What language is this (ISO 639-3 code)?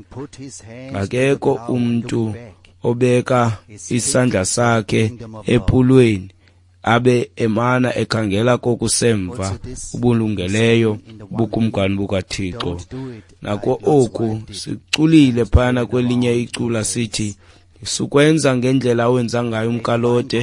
xho